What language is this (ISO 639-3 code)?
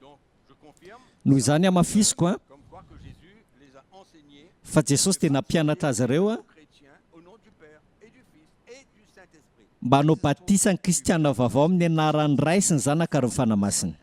mlg